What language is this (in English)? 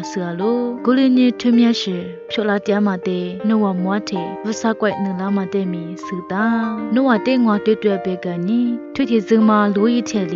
Lisu